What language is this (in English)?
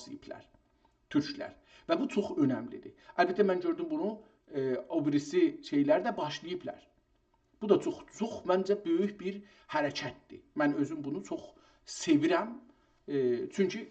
South Azerbaijani